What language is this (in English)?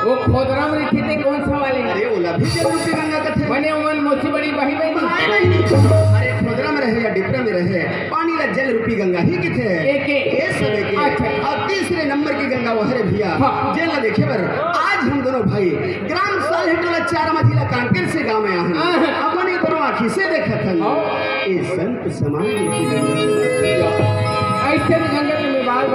Chhattisgarhi